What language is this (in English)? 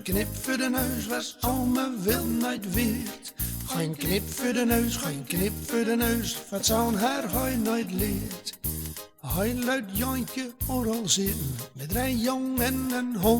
Gronings